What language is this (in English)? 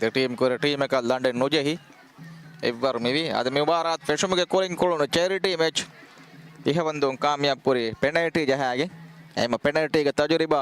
Divehi